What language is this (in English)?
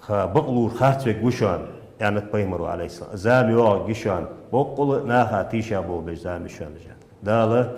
Ingush